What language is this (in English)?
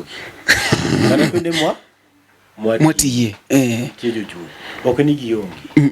Luo (Kenya and Tanzania)